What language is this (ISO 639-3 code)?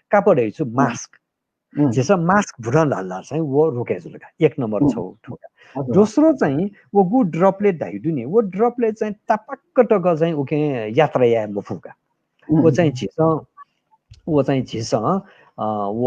new